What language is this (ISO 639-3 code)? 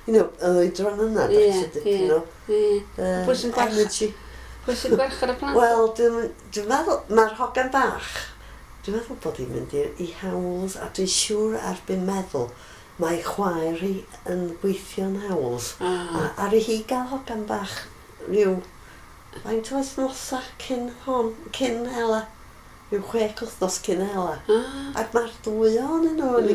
cym